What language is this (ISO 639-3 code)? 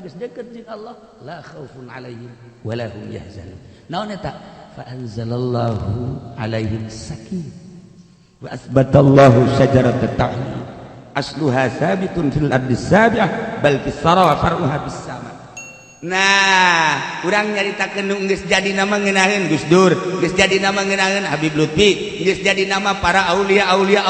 sun